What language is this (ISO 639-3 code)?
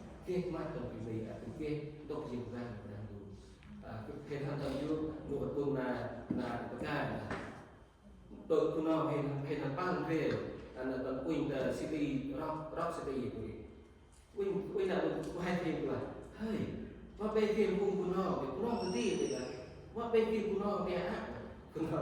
cmo